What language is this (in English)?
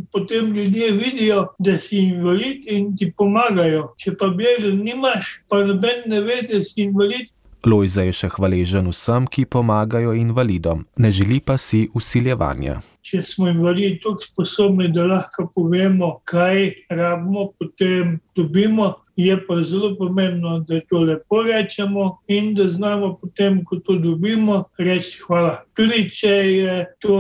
Slovenian